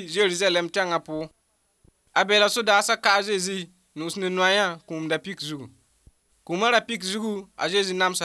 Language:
Mossi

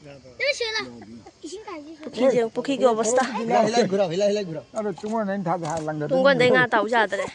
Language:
Manipuri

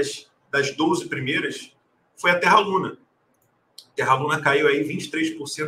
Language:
Portuguese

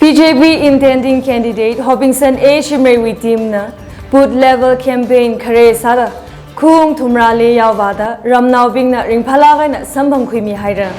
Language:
Tangkhul Naga (India)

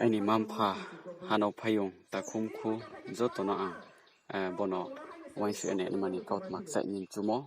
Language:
Riang (India)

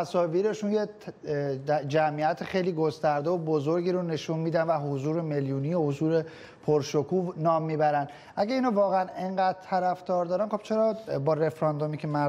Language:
Persian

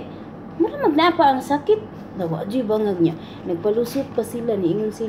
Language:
Cebuano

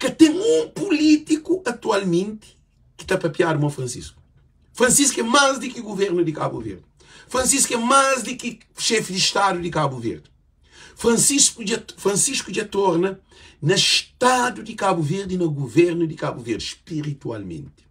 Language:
Kabuverdianu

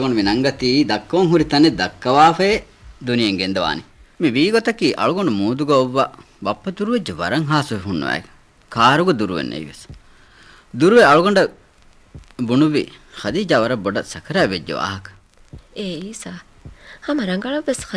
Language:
Divehi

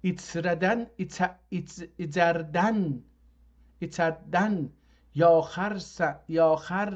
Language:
South Azerbaijani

